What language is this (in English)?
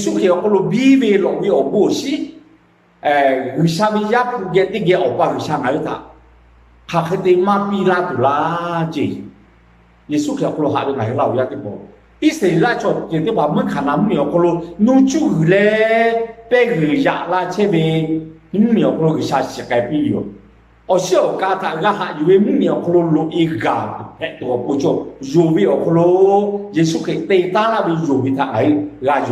Lahu